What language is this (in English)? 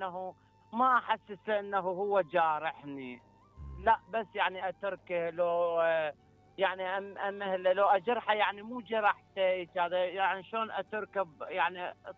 Mesopotamian Arabic